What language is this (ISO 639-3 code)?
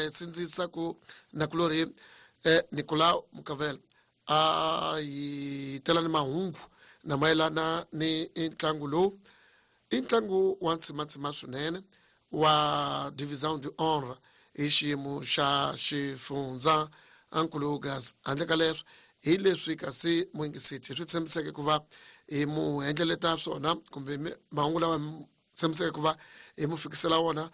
tso